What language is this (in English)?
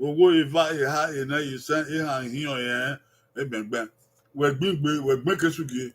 Bini